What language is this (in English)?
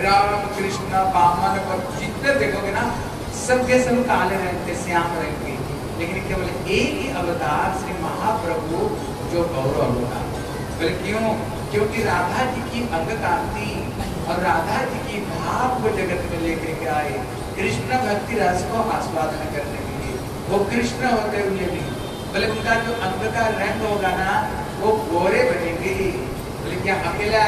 Hindi